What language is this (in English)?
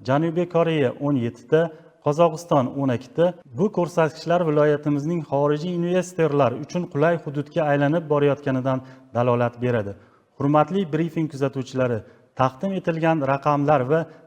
Uzbek